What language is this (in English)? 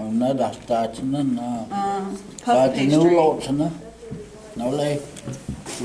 Cherokee